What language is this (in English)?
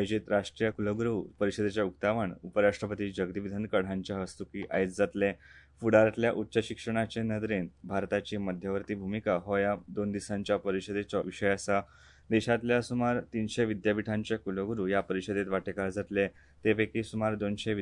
Konkani